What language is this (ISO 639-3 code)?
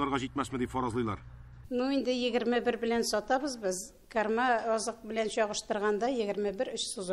tat